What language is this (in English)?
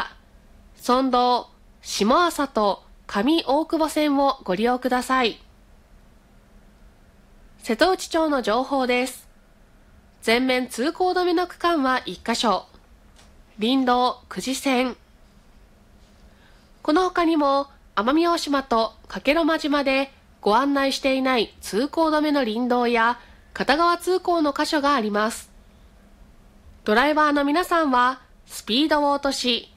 Japanese